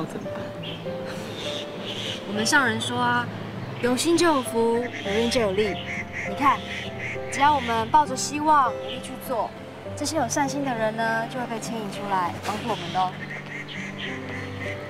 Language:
Chinese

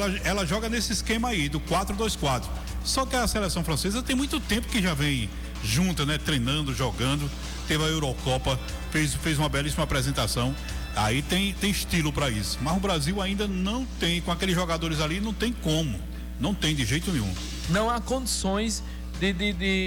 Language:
Portuguese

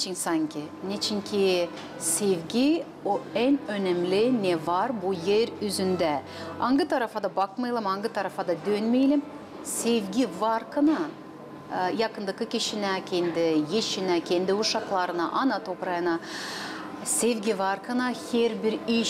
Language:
Gagauz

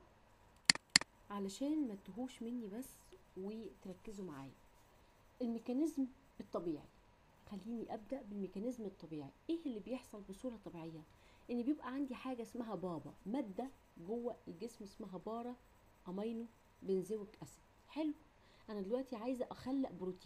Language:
Egyptian Arabic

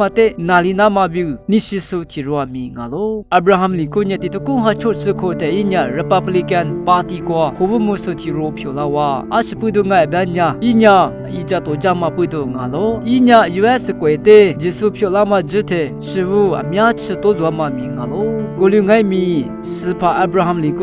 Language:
Lisu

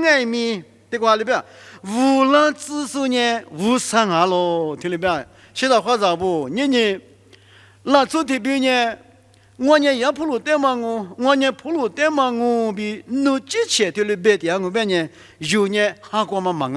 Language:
Lisu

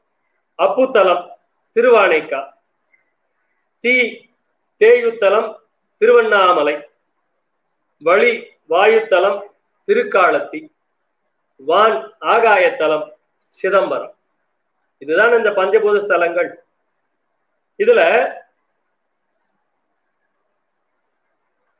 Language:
Tamil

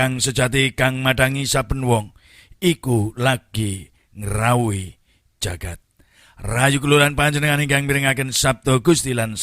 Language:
Javanese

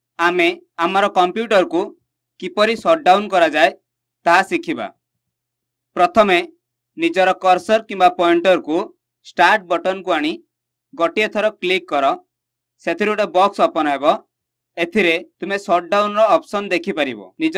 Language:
Odia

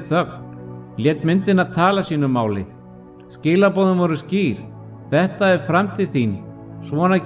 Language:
Icelandic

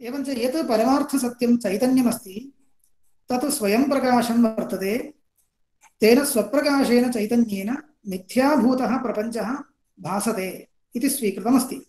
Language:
Sanskrit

